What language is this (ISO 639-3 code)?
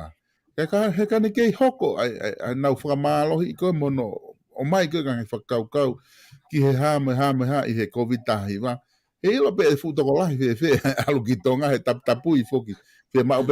ton